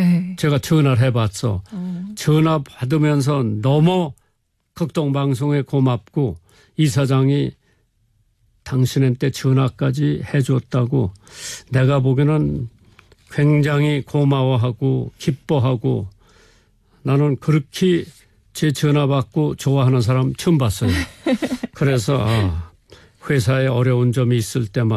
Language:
Korean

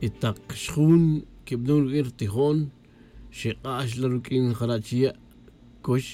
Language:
Tz'utujil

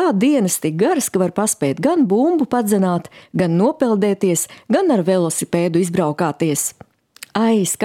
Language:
Latvian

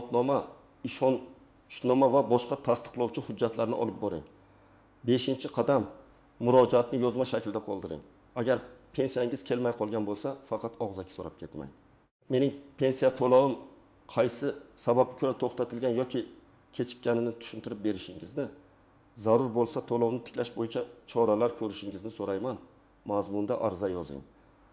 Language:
Uzbek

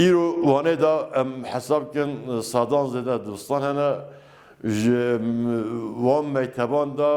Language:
Kurdish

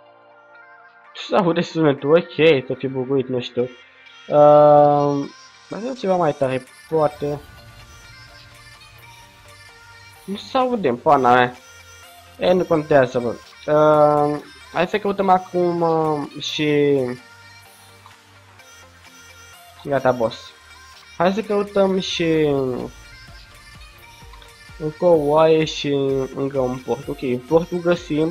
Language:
Romanian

